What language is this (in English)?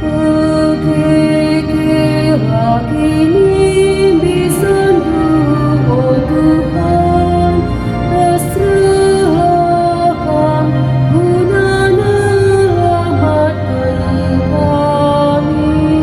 Batak Karo